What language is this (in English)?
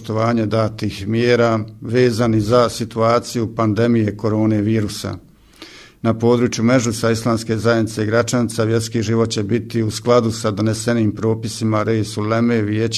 Bosnian